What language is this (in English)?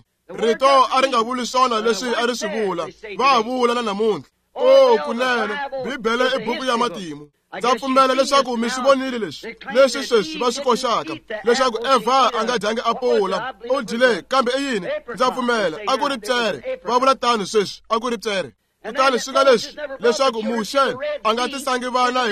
Tsonga